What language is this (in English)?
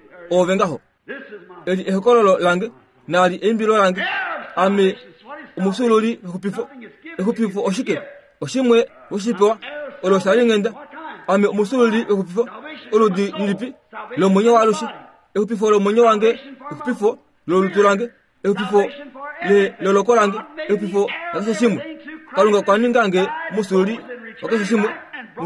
Kuanyama